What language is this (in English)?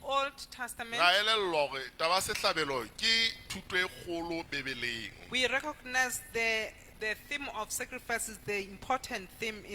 Southern Sotho